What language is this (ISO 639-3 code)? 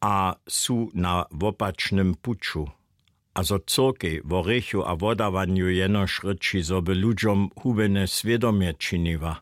hsb